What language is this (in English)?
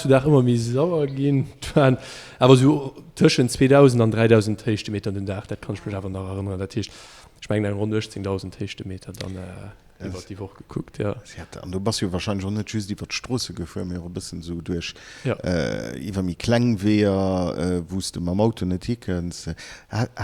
Luxembourgish